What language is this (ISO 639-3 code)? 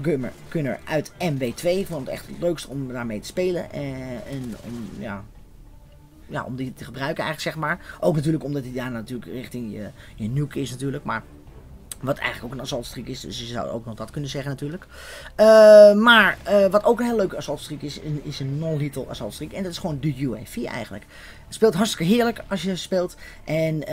nld